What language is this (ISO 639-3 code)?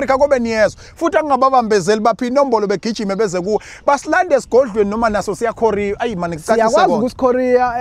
zul